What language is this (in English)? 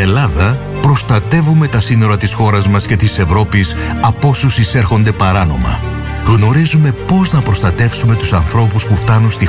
Greek